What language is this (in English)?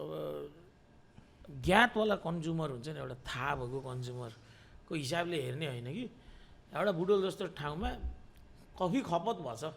Nepali